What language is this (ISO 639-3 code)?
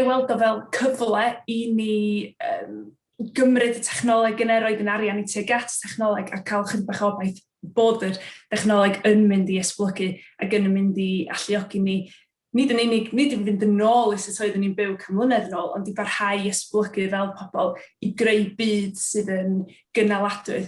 cym